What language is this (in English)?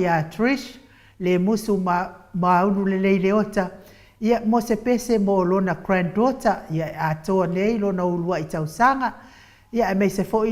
Samoan